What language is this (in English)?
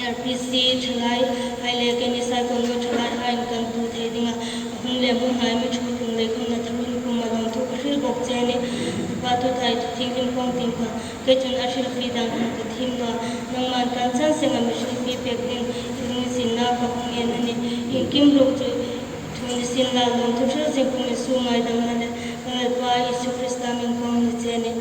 Hmar